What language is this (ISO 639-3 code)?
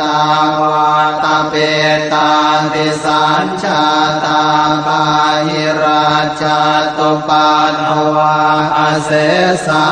pli